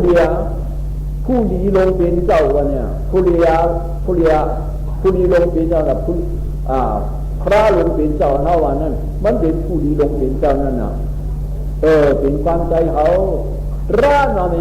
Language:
Shan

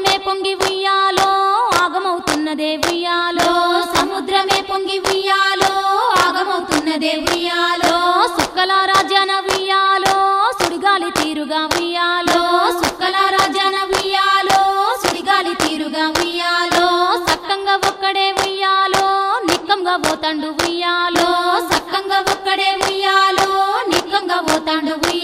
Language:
Telugu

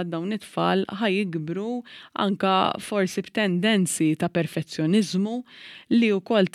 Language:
Maltese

